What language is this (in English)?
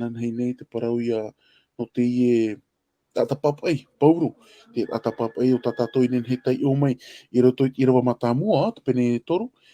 Tahitian